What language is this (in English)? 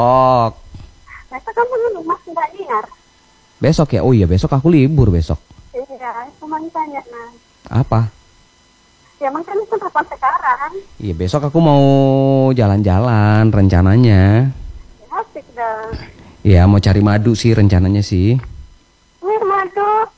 Indonesian